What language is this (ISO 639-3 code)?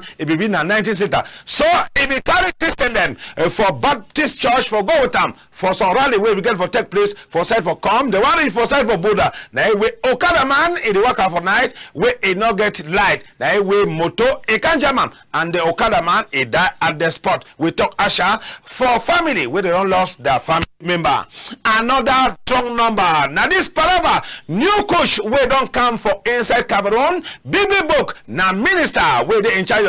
wes